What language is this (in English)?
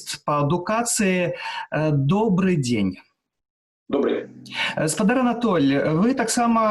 Belarusian